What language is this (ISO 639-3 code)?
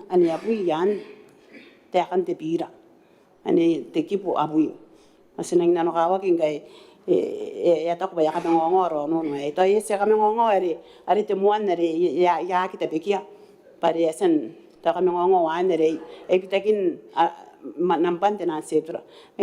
gil